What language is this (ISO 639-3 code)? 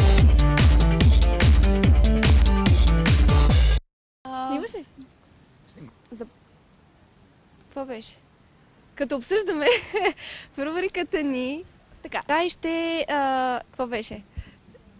bul